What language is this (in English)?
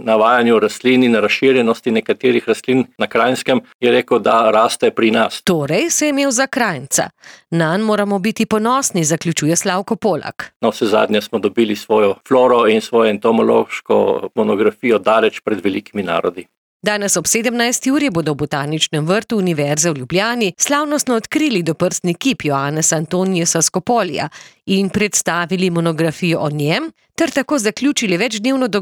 Slovenian